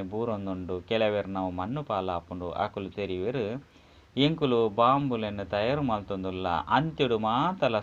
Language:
Tulu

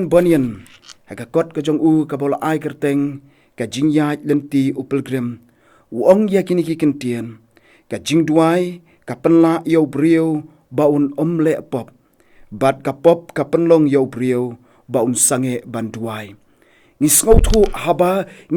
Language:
Khasi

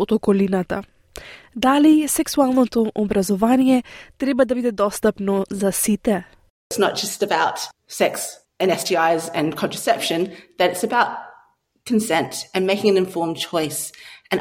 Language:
Macedonian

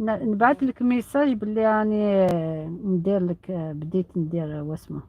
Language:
Algerian Arabic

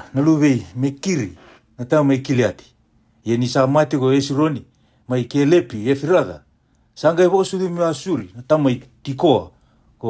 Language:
Fijian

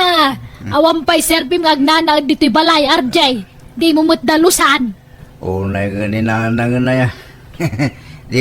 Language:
Iloko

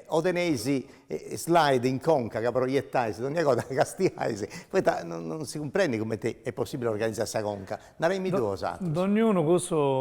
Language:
Sardinian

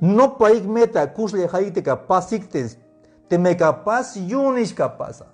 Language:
Tzeltal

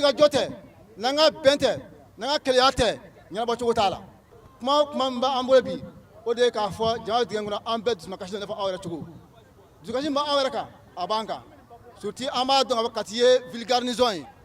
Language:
Bambara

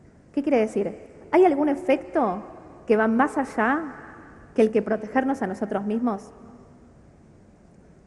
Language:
Spanish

